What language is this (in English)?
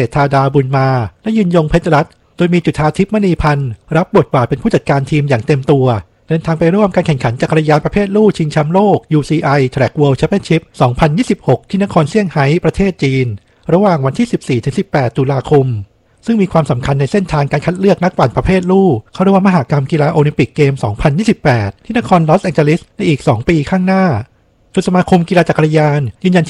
Thai